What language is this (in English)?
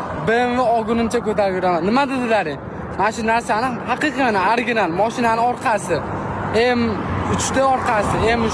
Uzbek